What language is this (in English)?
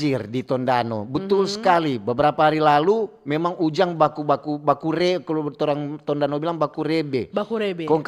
Manado Malay